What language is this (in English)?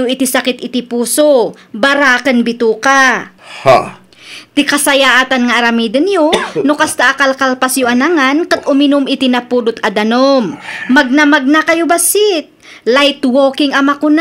Iloko